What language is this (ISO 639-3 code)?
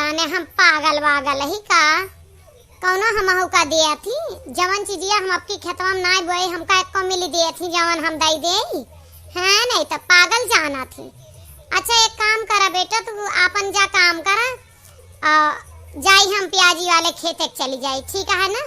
awa